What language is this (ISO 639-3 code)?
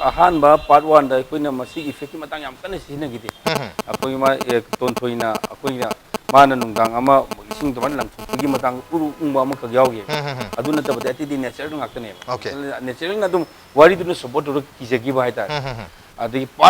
mni